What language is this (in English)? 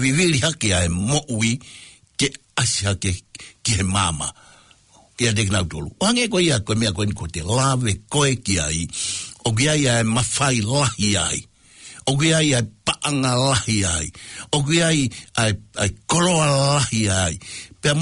Tongan